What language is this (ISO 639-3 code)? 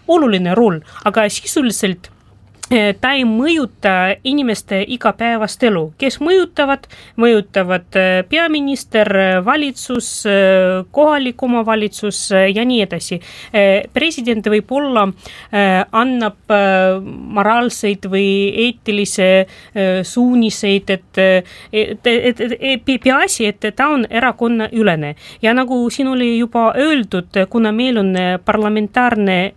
est